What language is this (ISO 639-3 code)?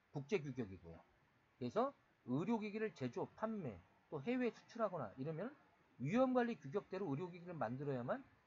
kor